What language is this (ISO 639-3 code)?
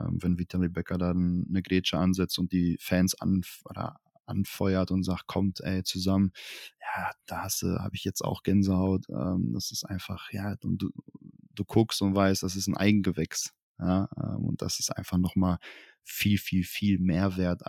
deu